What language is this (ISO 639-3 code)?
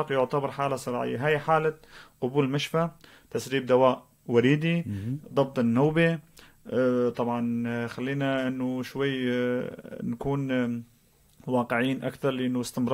apc